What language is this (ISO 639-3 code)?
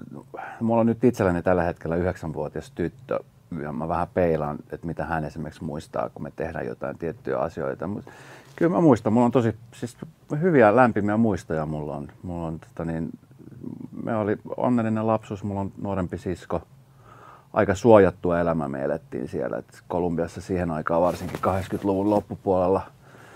fin